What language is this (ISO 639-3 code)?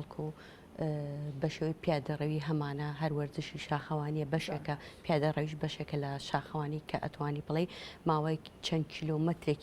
ckb